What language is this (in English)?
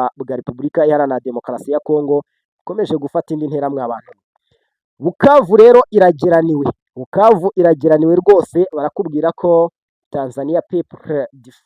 Kinyarwanda